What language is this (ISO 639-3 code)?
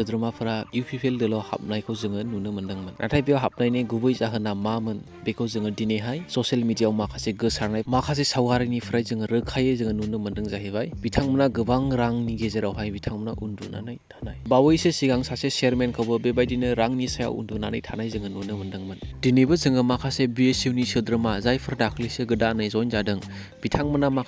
brx